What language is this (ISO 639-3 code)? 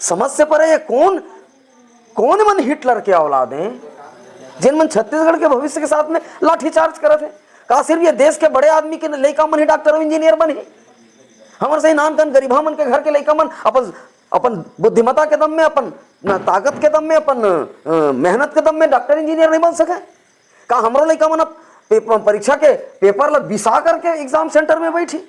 hne